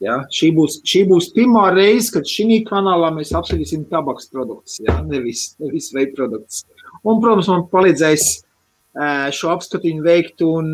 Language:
Latvian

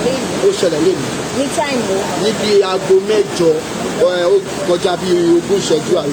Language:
Yoruba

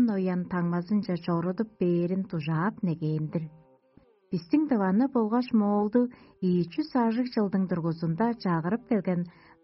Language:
Tuvinian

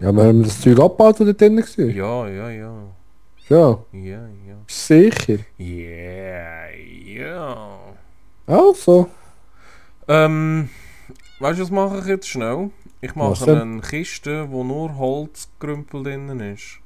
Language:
Swiss German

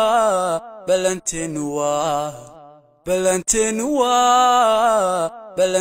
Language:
Somali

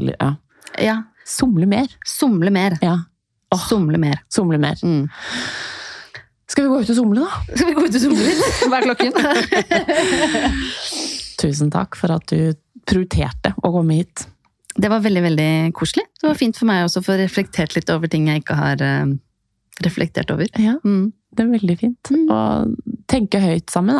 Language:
Norwegian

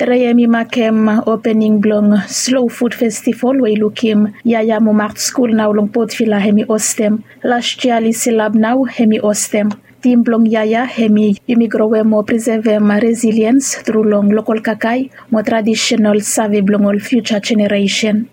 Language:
Bislama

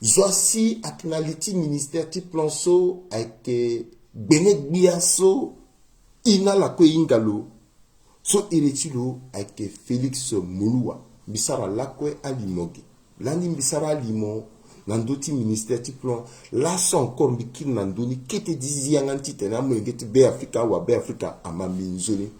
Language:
Sango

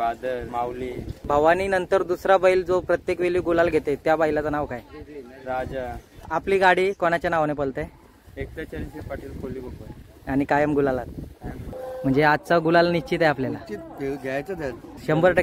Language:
Marathi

